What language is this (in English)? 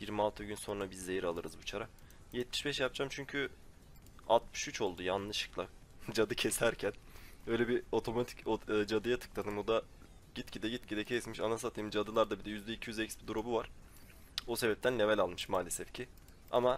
Turkish